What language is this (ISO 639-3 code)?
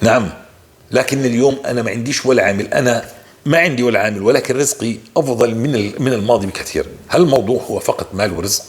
apc